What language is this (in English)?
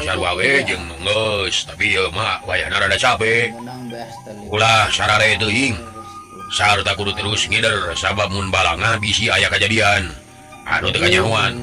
Sundanese